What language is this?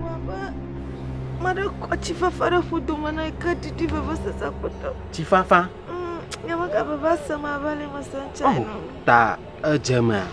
Ewe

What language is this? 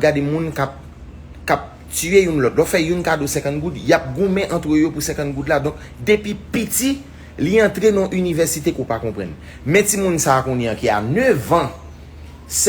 Haitian Creole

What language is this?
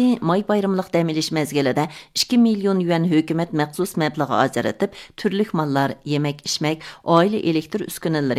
Uyghur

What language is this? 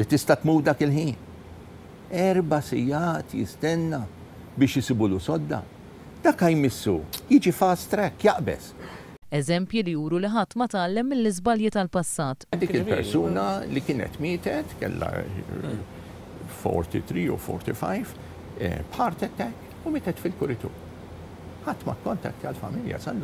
Maltese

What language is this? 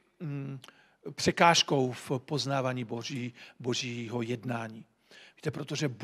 Czech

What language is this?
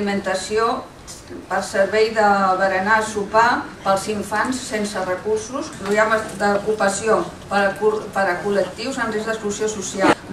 Catalan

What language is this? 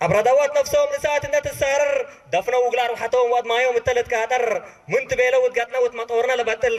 Tigrinya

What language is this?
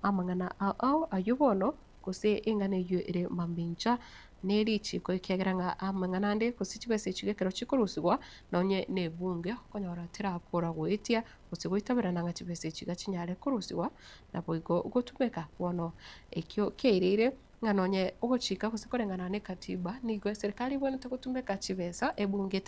Gusii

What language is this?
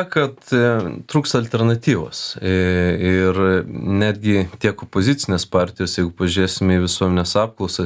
Lithuanian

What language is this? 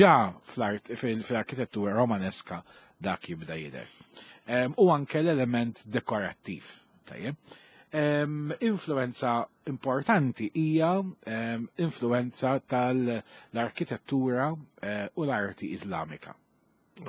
Maltese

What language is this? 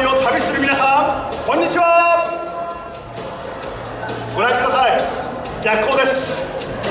Japanese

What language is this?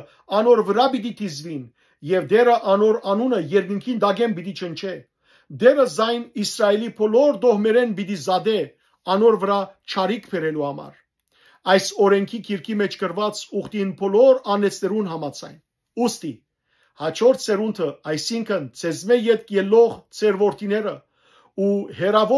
Western Armenian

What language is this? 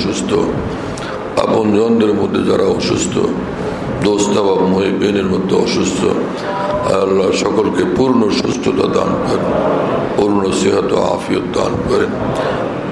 Bangla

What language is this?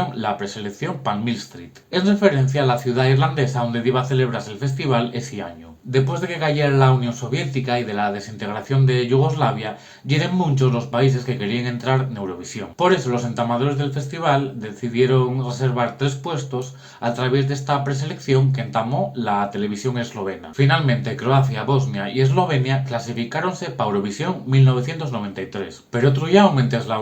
Asturian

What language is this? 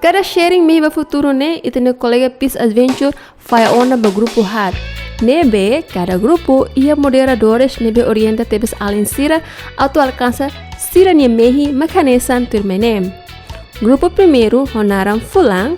Tetum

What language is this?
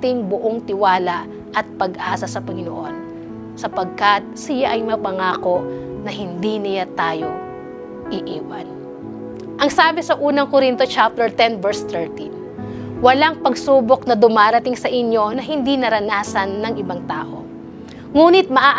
Filipino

